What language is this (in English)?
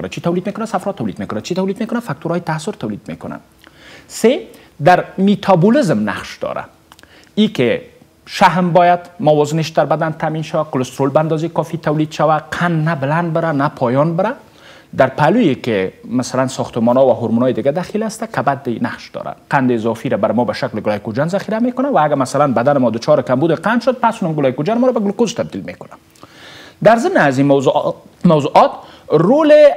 Persian